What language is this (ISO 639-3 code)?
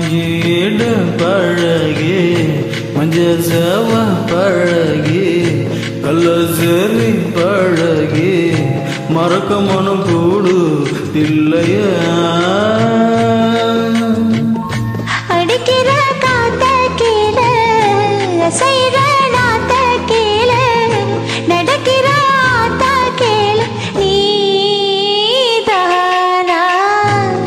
tam